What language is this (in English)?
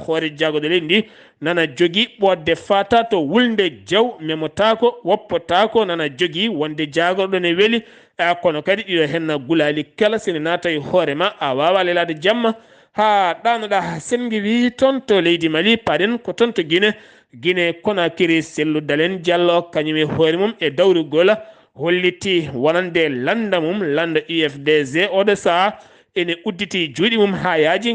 Fula